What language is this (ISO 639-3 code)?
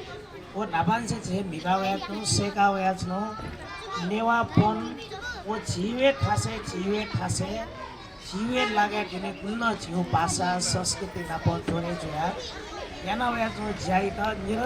new